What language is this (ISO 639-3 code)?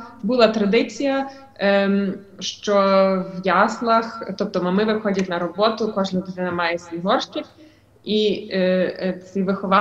ukr